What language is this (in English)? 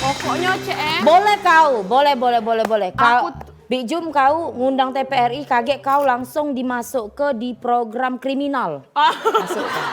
Musi